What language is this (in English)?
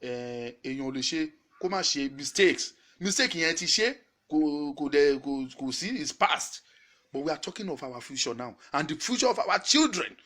Yoruba